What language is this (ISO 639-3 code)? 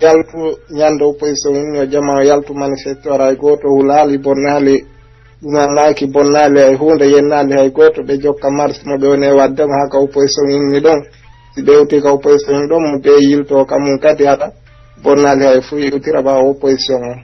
fuf